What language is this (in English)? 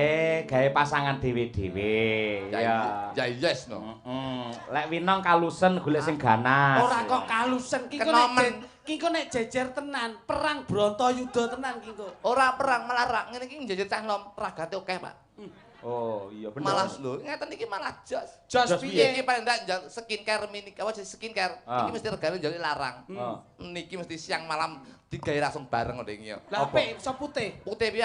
Javanese